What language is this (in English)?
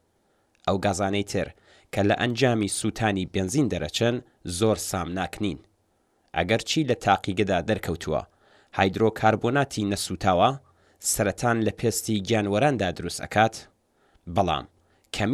Central Kurdish